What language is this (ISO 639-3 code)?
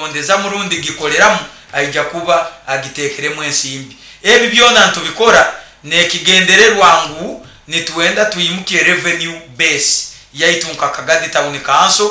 nyo